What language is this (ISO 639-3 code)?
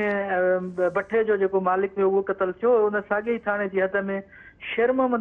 snd